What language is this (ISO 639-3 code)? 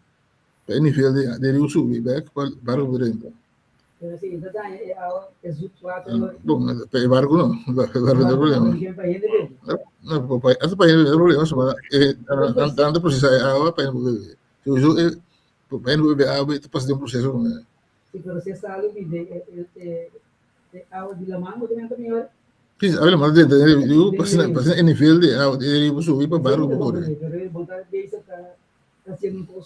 pap